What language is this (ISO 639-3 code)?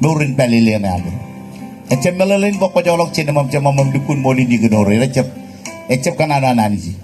mah